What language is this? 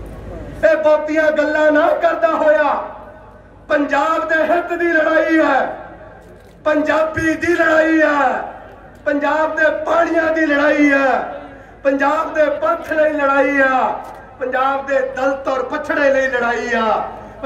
Punjabi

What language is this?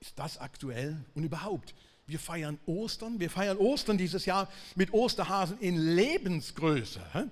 Swiss German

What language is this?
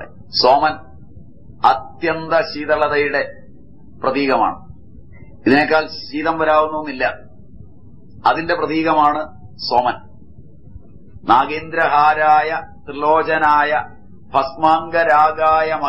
Malayalam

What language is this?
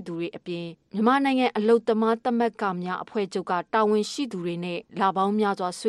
Burmese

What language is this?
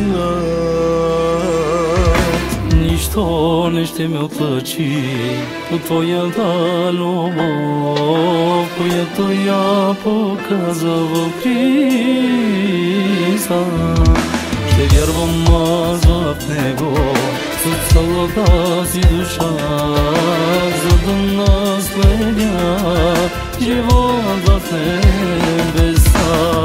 Bulgarian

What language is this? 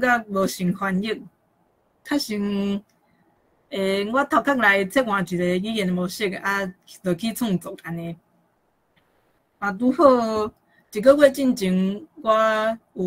Min Nan Chinese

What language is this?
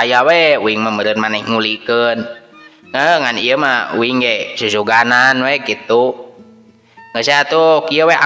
Sundanese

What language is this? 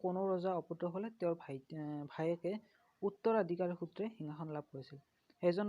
Assamese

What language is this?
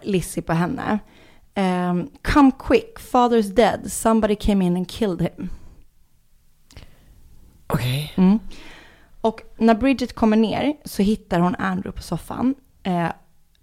Swedish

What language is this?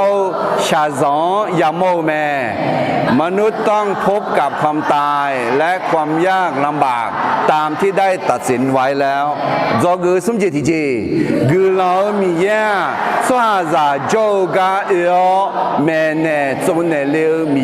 Akha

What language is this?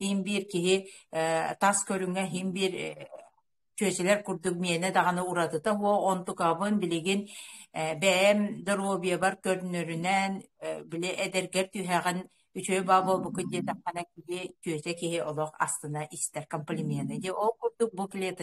Yakut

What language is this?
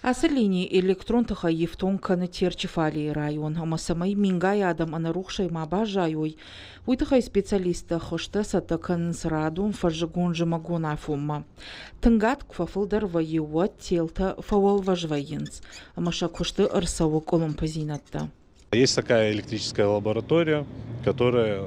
Ossetic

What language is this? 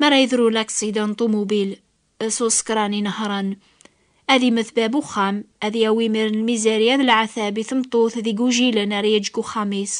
Kabyle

